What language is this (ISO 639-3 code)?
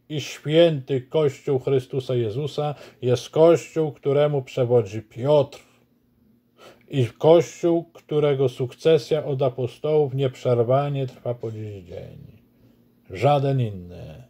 pol